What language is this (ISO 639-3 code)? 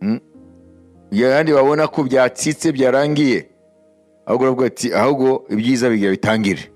kin